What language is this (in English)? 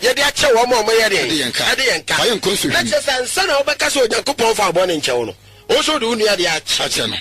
Akan